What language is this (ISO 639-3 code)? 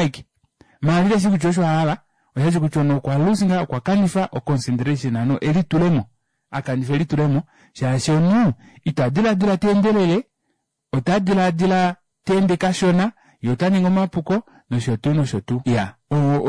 kua